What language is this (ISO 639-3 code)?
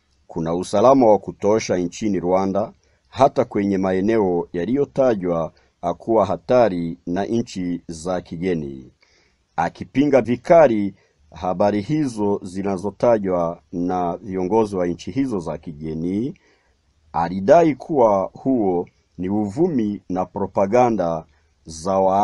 swa